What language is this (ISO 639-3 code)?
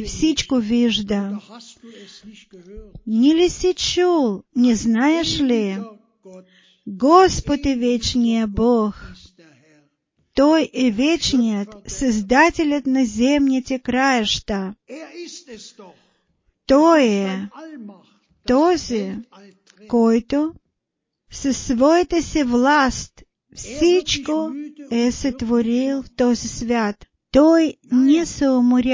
bul